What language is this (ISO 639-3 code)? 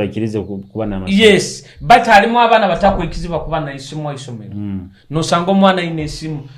nyo